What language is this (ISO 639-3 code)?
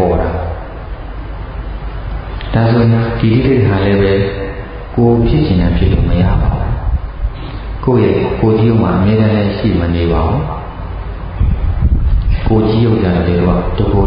mya